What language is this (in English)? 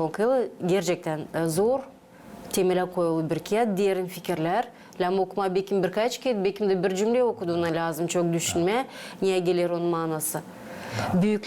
Gagauz